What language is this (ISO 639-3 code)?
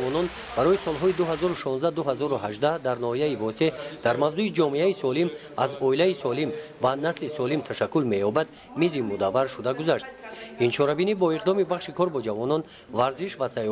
tgk